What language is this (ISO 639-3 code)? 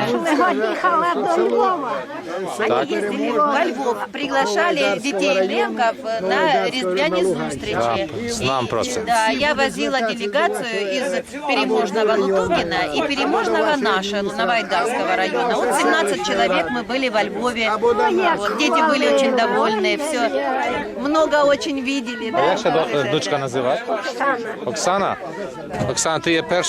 rue